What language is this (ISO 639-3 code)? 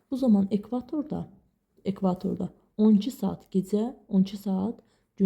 aze